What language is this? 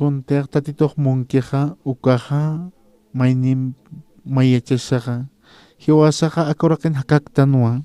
Aymara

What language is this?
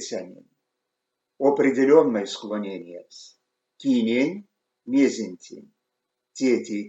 Erzya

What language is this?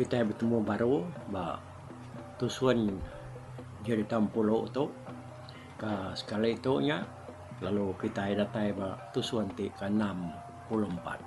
Iban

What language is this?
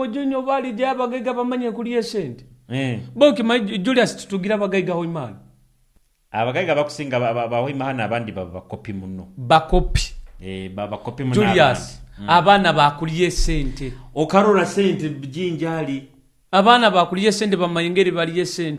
Nyoro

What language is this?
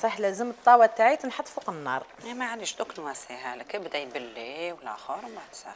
Algerian Arabic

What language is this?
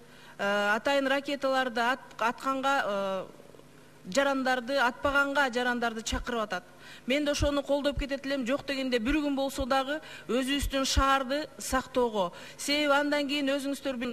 Kyrgyz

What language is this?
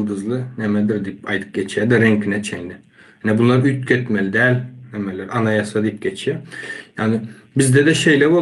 Turkmen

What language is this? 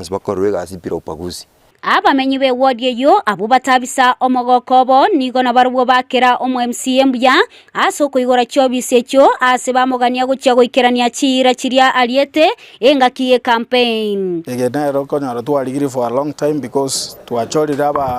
Gusii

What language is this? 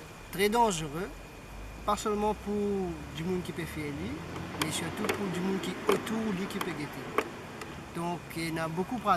Morisyen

